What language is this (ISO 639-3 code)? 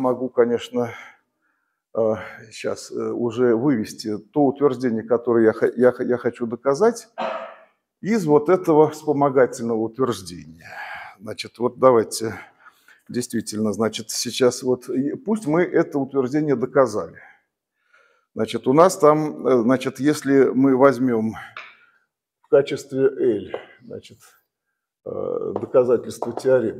rus